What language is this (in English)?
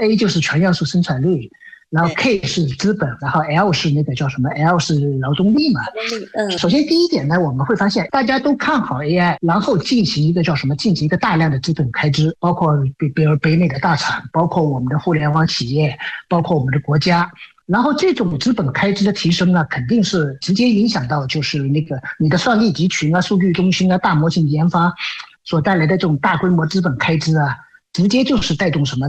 Chinese